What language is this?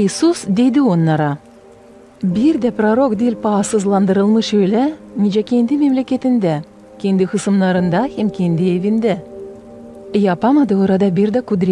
Gagauz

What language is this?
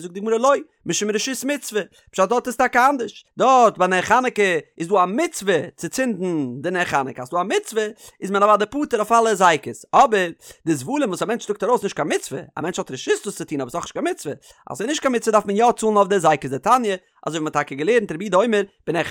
Yiddish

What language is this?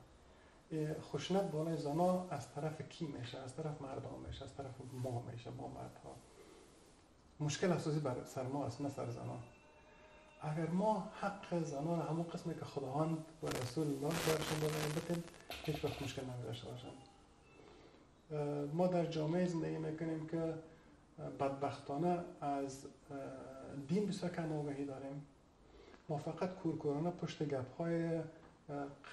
Persian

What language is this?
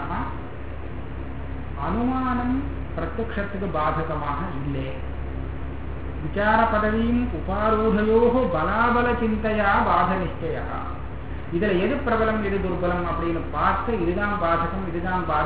Tamil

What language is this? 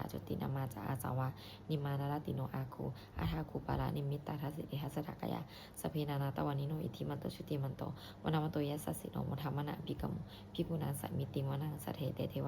Pali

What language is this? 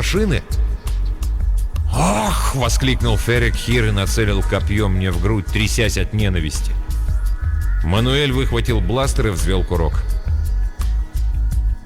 Russian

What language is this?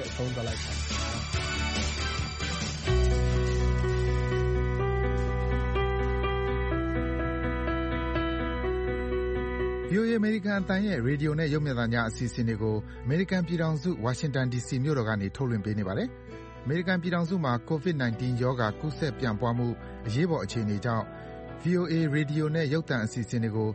Burmese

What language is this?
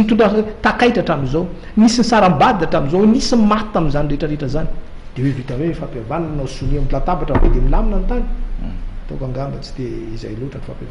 Malagasy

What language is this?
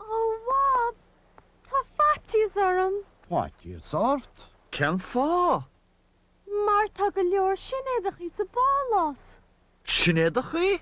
Irish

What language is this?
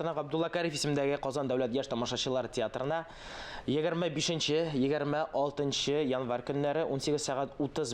Tatar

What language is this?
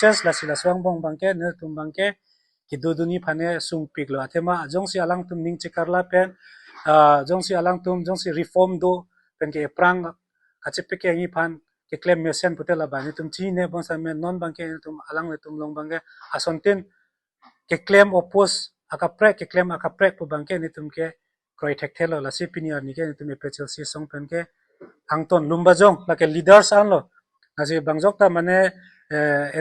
Karbi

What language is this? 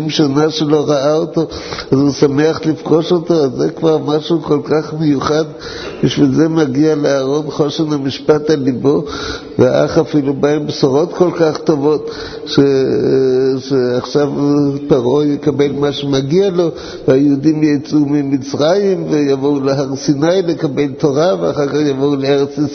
Hebrew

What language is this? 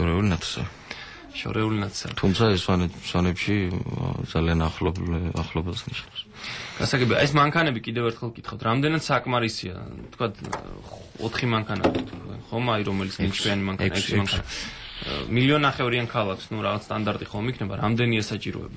Georgian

